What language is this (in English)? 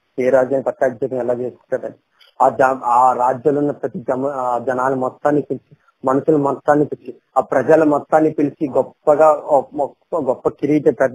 Telugu